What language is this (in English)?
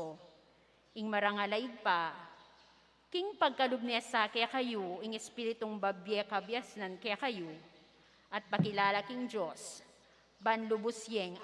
Pampanga